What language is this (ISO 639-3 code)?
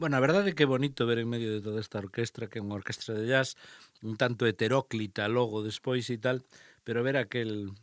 glg